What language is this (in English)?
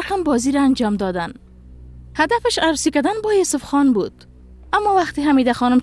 Persian